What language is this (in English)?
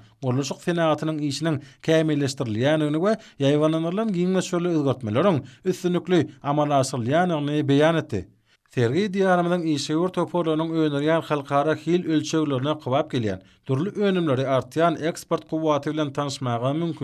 Turkmen